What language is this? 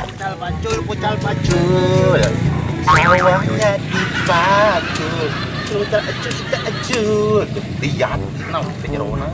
Sundanese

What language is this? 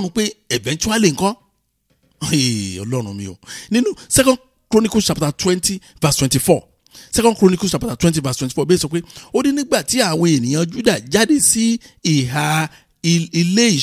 Yoruba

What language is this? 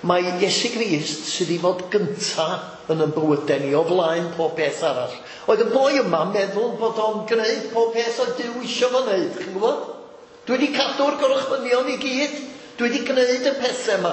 Welsh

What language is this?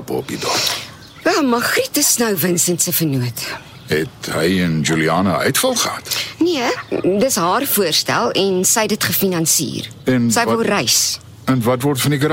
Afrikaans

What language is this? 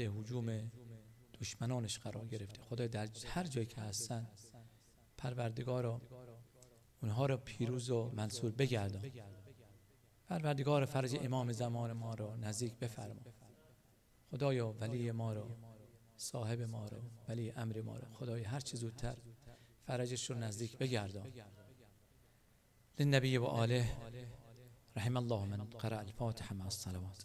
Persian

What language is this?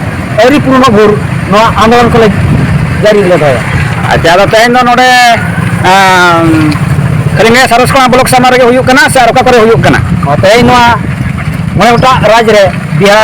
Santali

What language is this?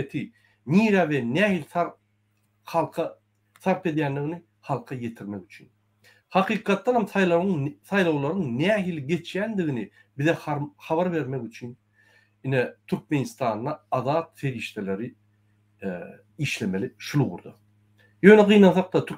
Turkmen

